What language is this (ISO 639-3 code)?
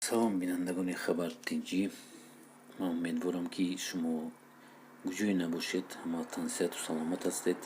tgk